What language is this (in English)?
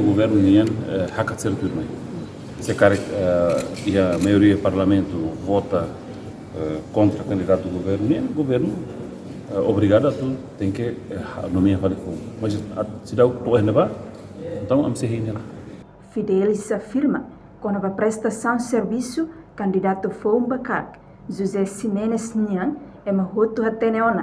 Tetum